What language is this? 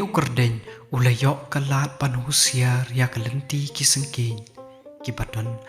Khasi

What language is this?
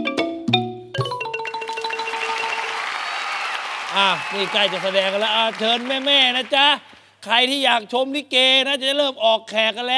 Thai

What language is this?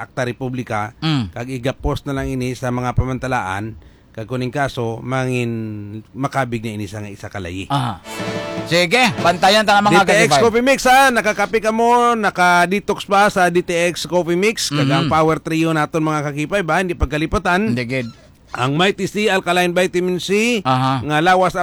Hiligaynon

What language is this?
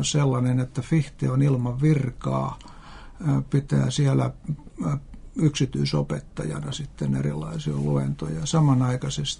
Finnish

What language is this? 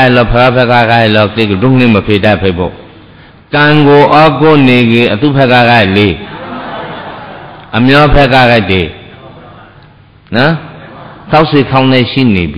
Burmese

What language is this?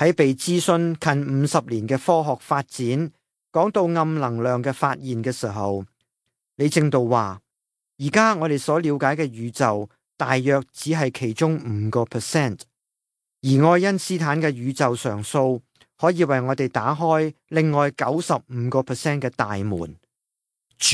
Cantonese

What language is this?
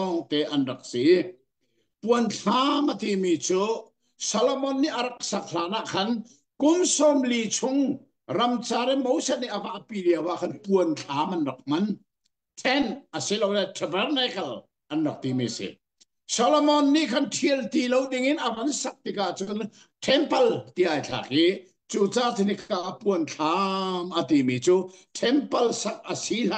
Hakha Chin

